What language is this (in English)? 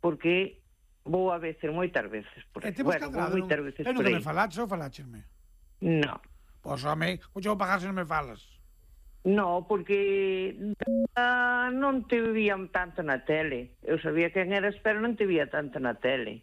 Galician